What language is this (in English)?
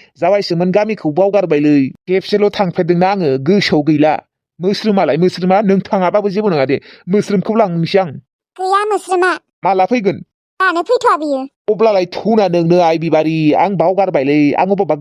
Bodo